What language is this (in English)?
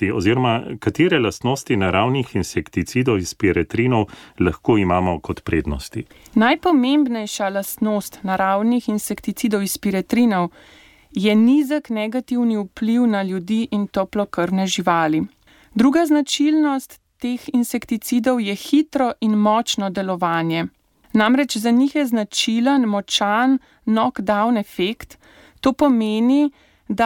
Slovenian